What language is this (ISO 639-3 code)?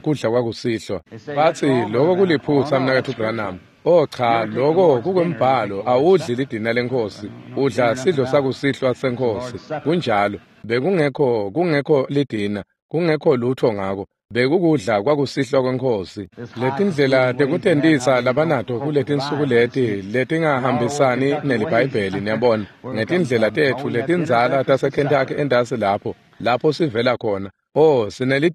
ssw